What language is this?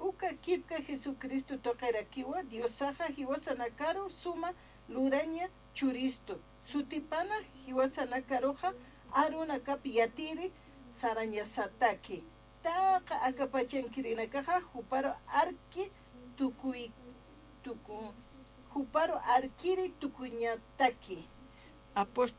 Aymara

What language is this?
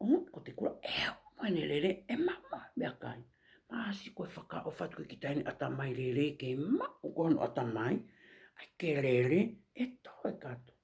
Tongan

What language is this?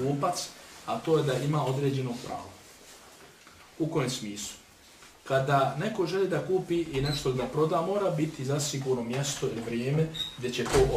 Bosnian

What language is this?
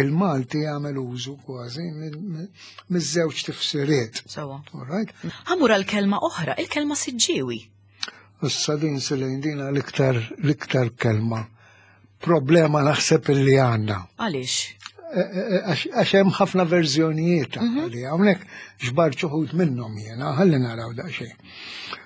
Maltese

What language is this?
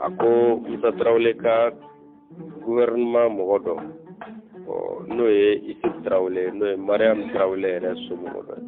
Bambara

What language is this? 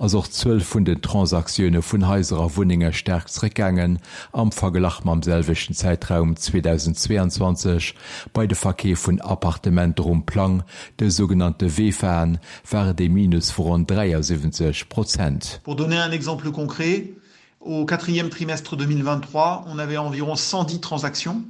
Luxembourgish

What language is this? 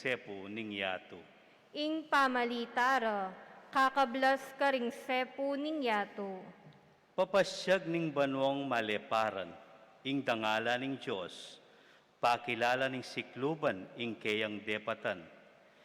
Pampanga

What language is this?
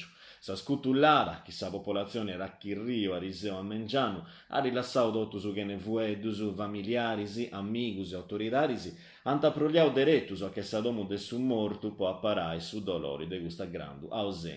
Sardinian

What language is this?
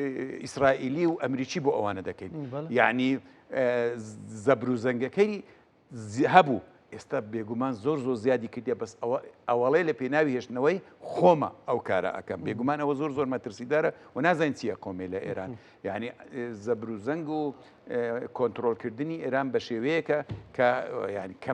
Central Kurdish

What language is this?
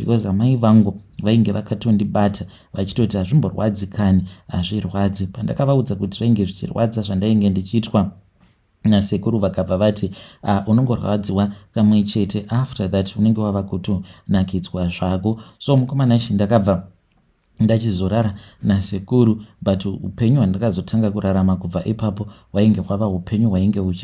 Shona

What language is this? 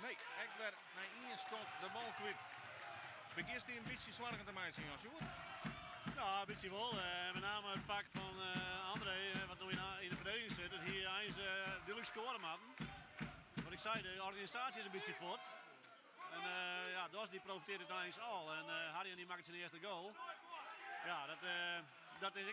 Western Frisian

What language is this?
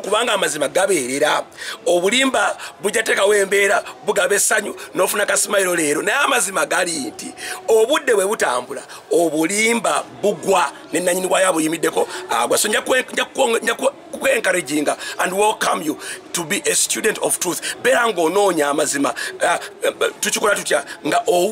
Ganda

